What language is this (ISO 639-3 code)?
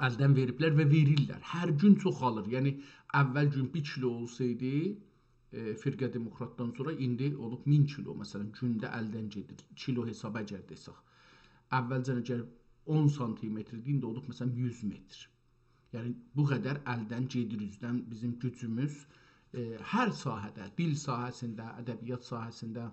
azb